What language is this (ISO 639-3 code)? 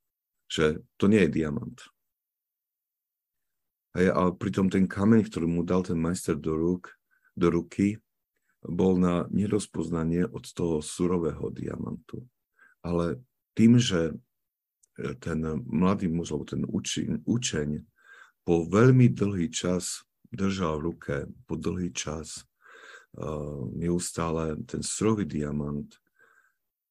slk